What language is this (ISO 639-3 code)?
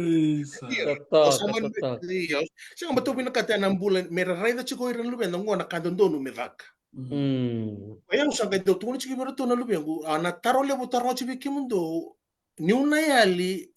fij